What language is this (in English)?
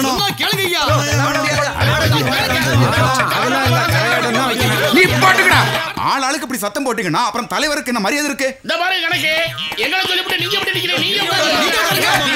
Tamil